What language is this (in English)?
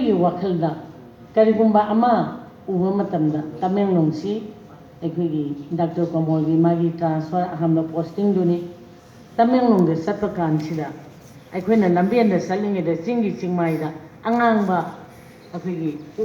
Manipuri